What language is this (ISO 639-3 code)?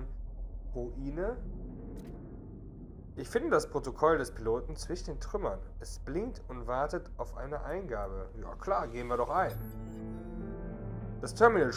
deu